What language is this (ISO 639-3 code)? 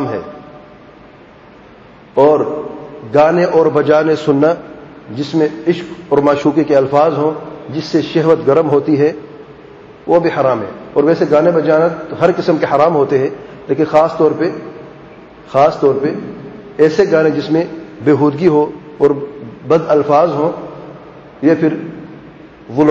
urd